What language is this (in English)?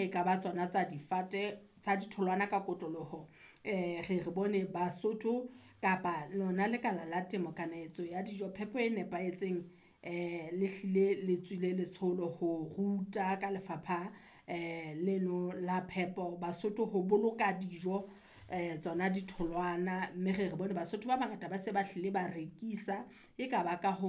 Southern Sotho